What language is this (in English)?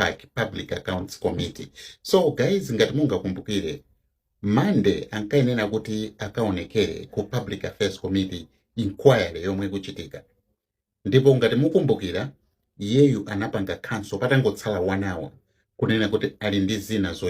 Nyanja